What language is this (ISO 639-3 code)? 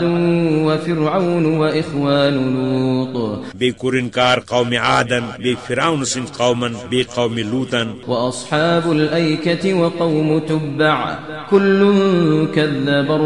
kas